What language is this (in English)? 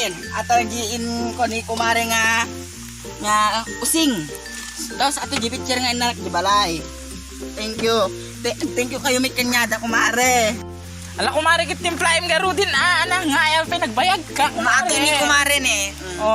Iloko